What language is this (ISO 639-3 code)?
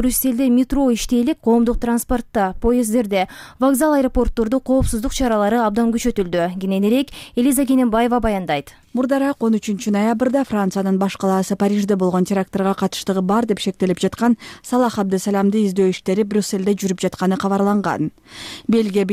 kir